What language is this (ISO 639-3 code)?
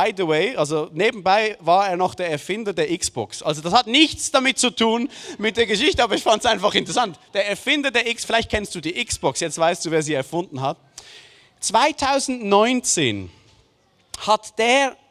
gsw